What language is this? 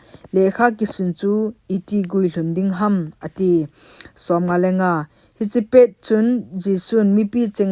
Thado Chin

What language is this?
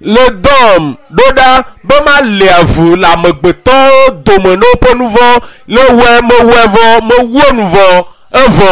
Ewe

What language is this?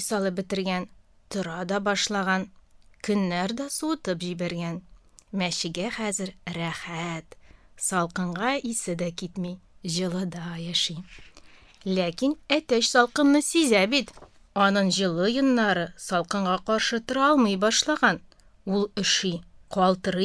Tatar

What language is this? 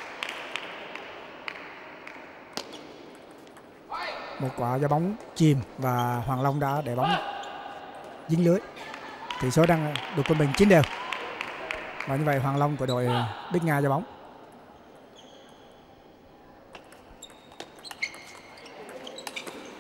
Vietnamese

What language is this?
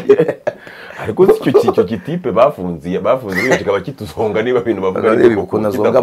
Kinyarwanda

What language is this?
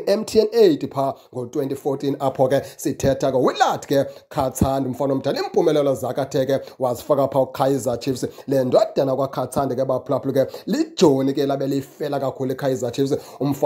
Xhosa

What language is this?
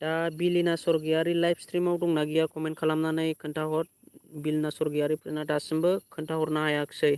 Bodo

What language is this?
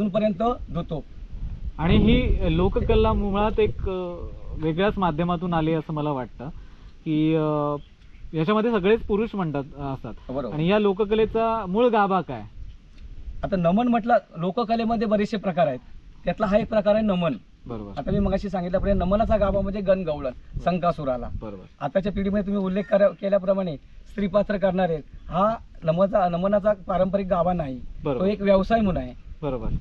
Marathi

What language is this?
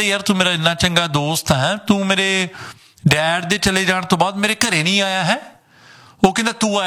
Punjabi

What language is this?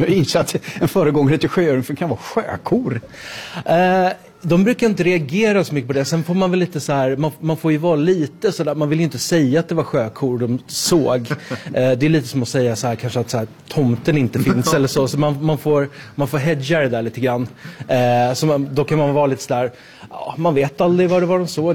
Swedish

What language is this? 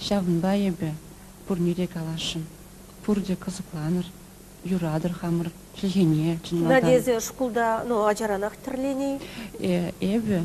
Chuvash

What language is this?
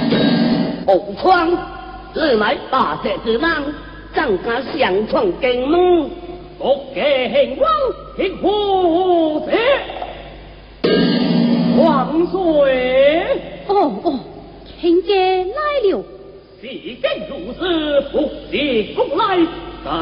Min Nan Chinese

